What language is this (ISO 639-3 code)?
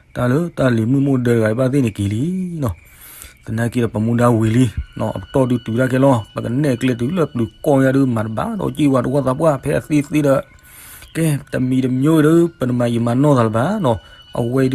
ksw